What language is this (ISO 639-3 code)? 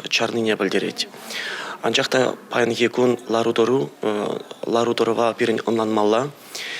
chv